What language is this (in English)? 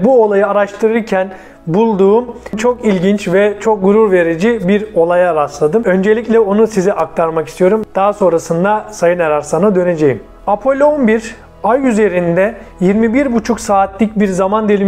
Turkish